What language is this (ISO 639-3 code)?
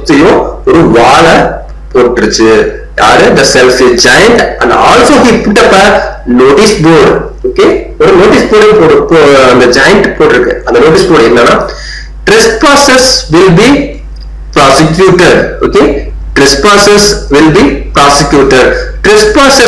tam